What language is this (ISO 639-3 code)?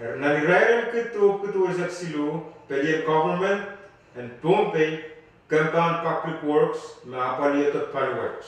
pon